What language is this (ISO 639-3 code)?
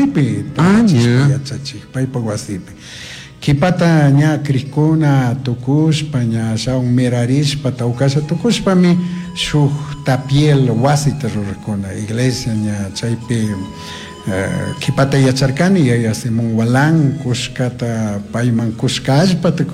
qug